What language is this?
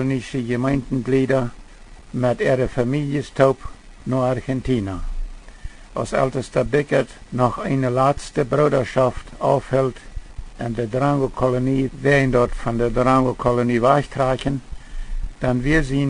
Plautdietsch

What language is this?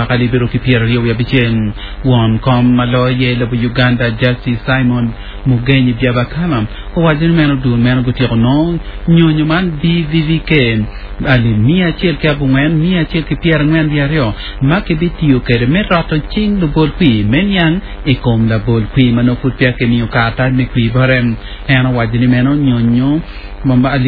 Acoli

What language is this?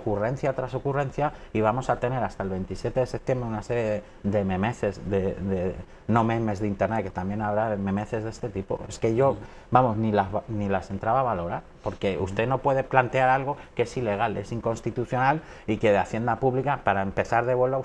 Spanish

